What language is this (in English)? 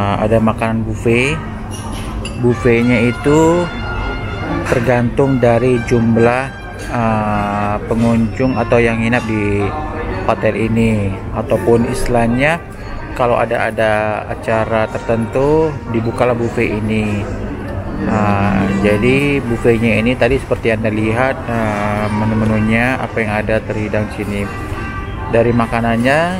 Indonesian